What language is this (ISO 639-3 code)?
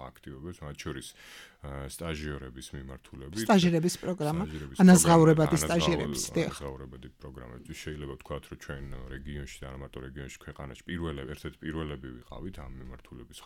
kat